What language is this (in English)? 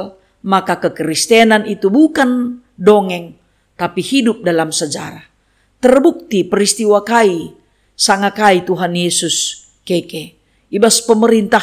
Batak Karo